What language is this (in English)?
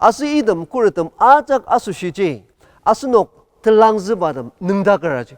Ao Naga